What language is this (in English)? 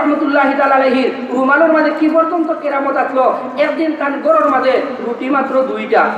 Sylheti